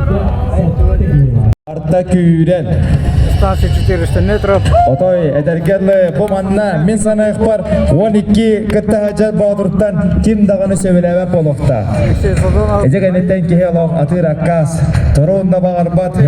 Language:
Yakut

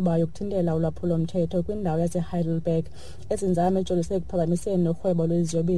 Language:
Xhosa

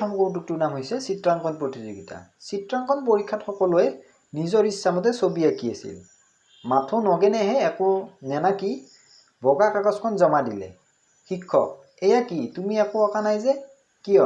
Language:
Assamese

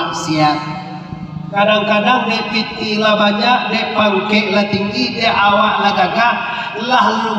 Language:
Minangkabau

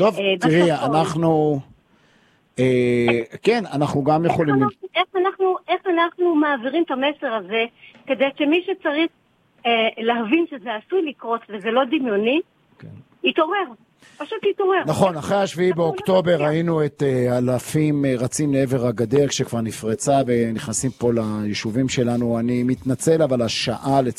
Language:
Hebrew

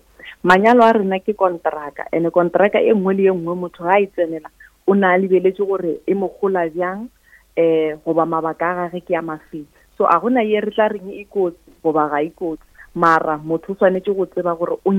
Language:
Northern Sotho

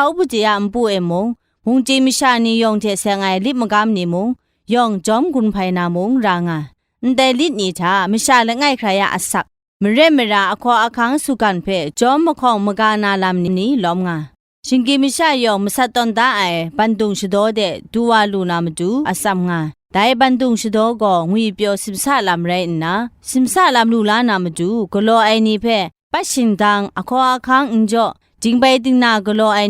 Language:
Kachin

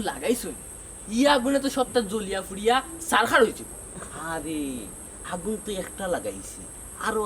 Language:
Sylheti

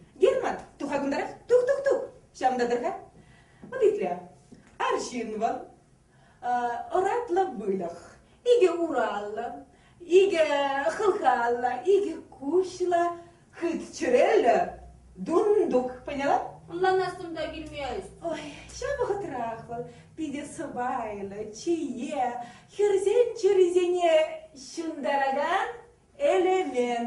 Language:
Chuvash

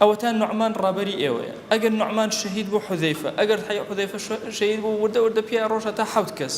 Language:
Central Kurdish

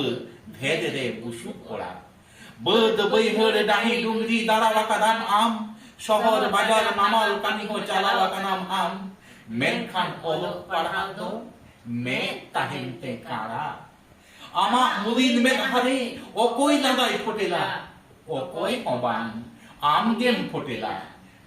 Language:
Santali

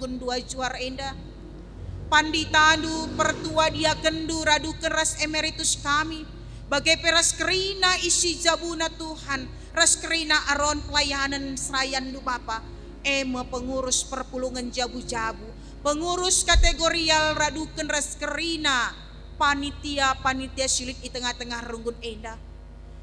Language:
Batak Karo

